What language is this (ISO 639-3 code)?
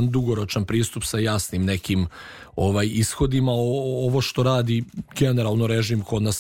srp